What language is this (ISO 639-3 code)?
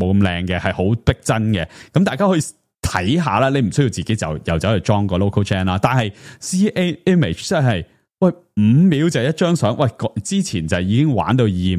yue